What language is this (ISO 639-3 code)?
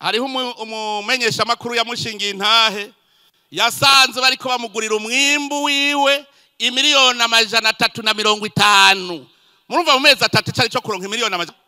run